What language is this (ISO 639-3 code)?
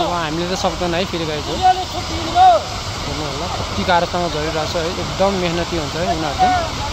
nep